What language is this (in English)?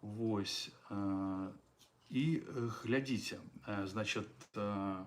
Belarusian